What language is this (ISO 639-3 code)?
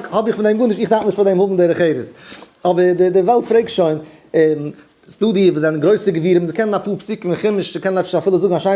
yid